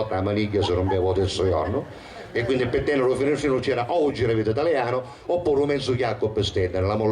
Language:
Sicilian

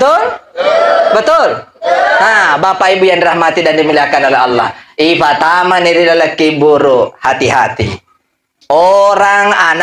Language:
Buginese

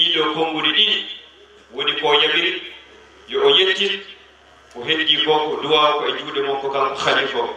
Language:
Fula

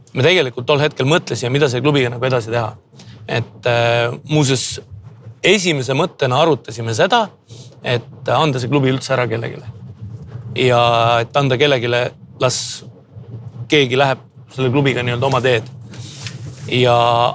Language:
Estonian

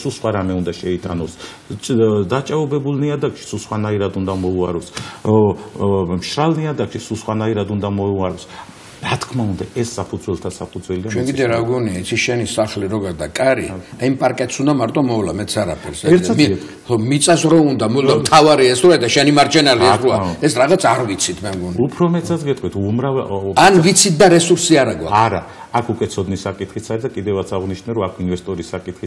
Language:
Georgian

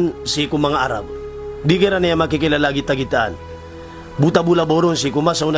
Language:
Maranao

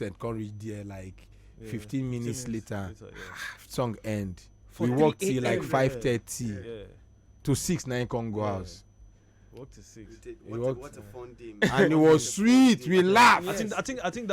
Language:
Nigerian Pidgin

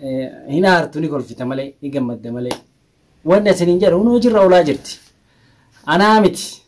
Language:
Oromo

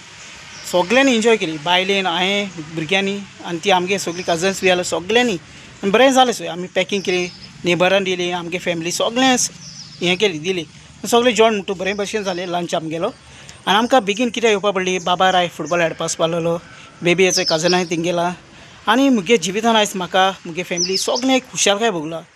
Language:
Konkani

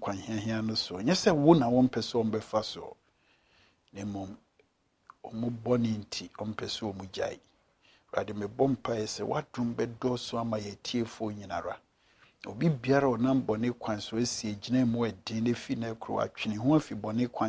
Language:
Akan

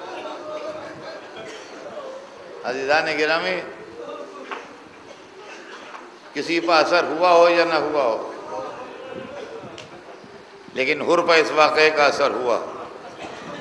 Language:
Urdu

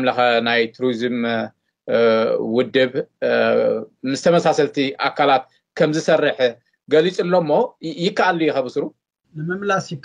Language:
Tigrinya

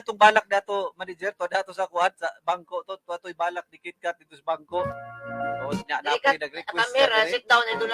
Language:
Cebuano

